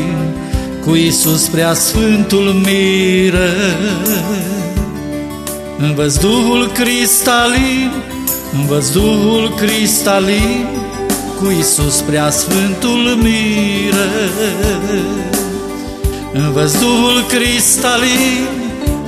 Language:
Romanian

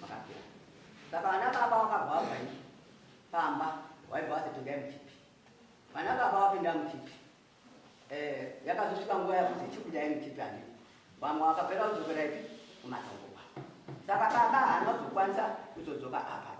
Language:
Shona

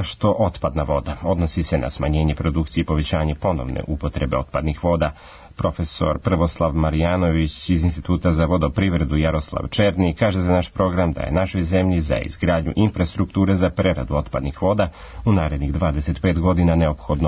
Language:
Serbian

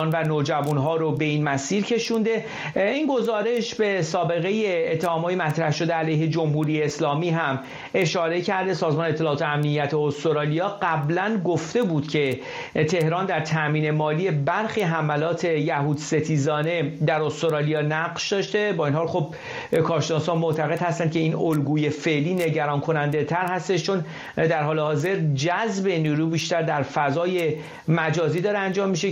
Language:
Persian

